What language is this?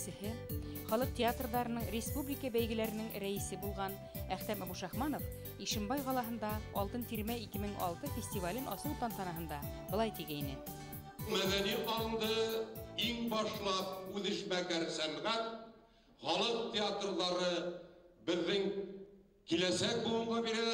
Bashkir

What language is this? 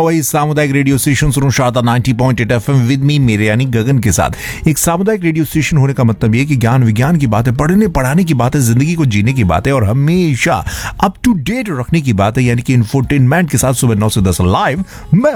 Hindi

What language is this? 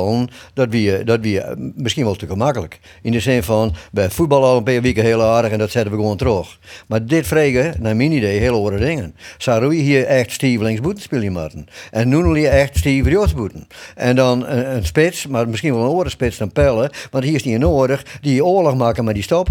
Western Frisian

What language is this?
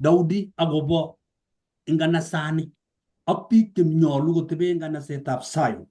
Kalenjin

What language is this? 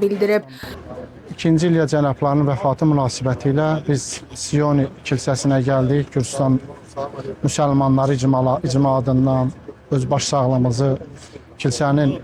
Azerbaijani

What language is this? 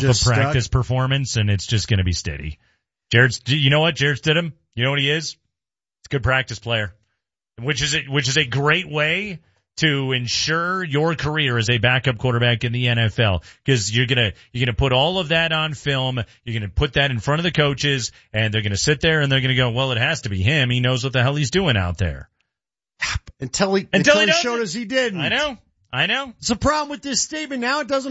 English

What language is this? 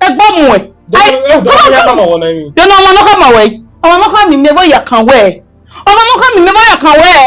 Bini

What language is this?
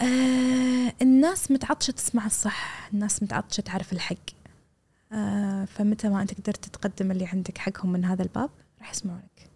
Gulf Arabic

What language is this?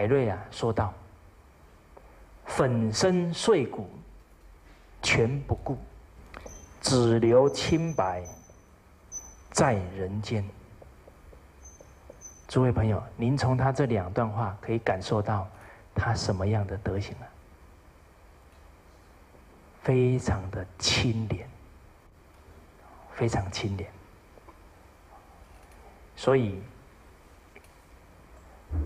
Chinese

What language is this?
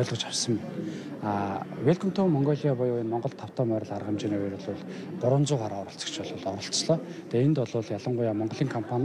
Mongolian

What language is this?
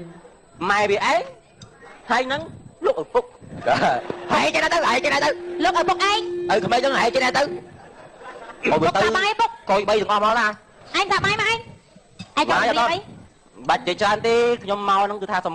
Khmer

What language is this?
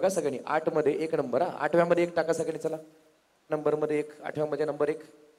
Marathi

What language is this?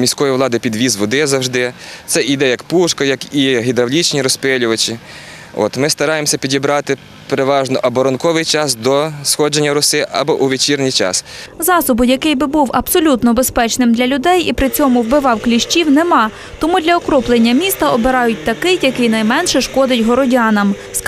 Ukrainian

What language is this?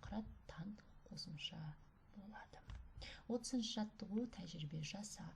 Kazakh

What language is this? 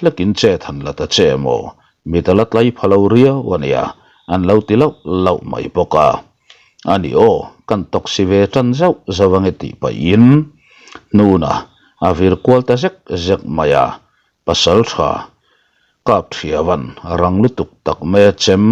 Mizo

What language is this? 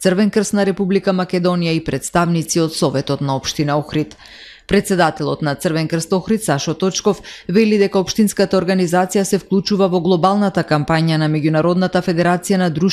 Macedonian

